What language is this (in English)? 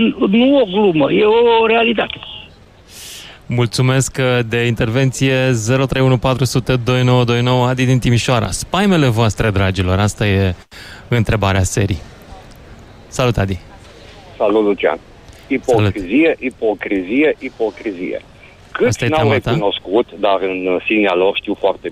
Romanian